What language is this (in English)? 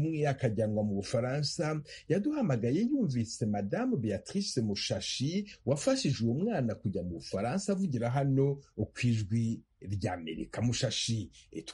Kinyarwanda